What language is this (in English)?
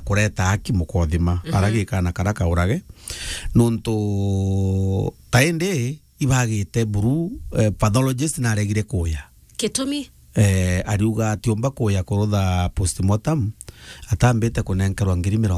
Meru